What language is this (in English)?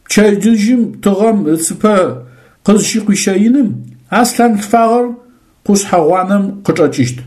Adyghe